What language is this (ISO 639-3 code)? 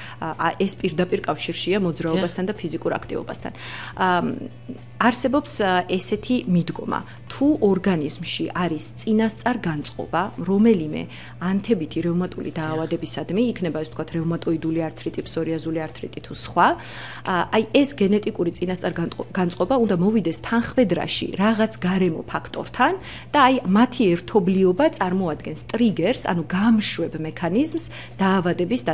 kat